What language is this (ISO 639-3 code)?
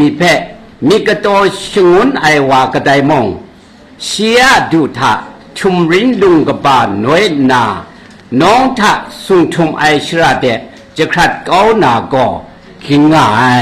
kac